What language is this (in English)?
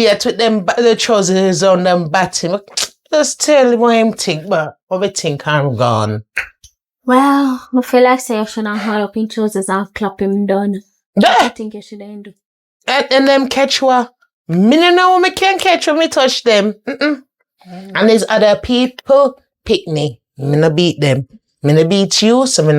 Jamaican Creole English